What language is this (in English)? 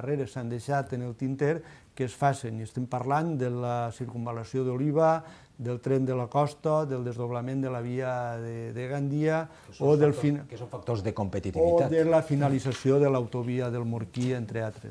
Catalan